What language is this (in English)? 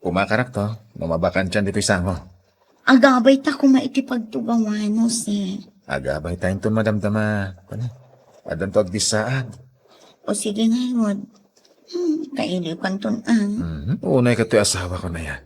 Iloko